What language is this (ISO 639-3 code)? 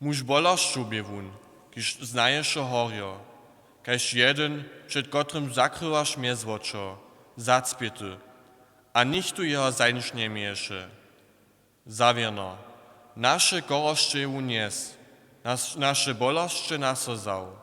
hsb